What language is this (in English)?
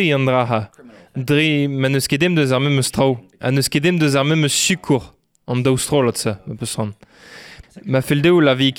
Breton